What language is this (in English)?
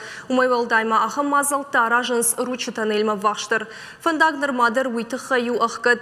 Ossetic